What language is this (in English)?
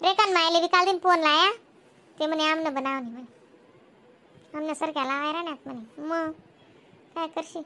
Khandesi